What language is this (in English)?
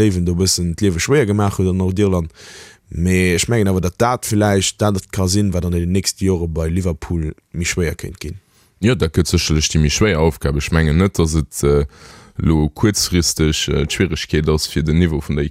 Luxembourgish